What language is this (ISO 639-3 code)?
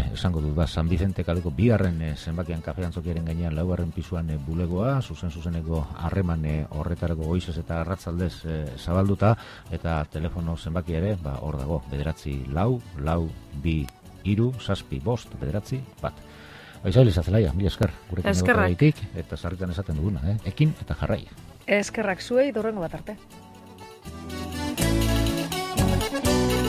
eus